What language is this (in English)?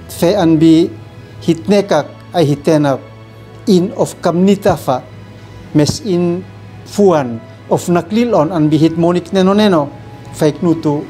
Uab Meto